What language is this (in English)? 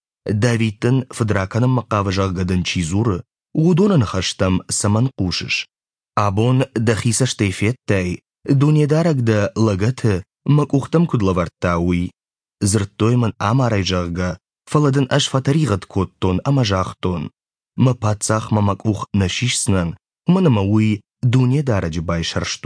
Ossetic